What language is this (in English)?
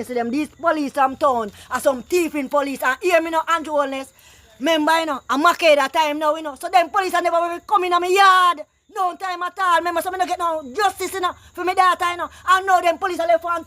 Jamaican Creole English